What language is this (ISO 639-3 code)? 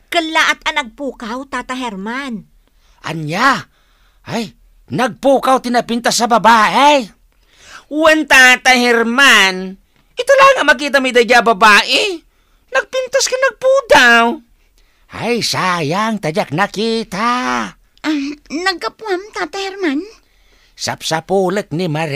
ilo